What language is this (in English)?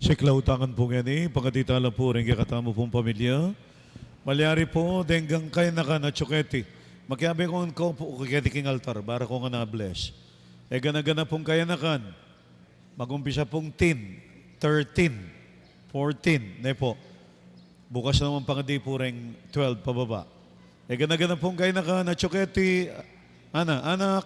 Pampanga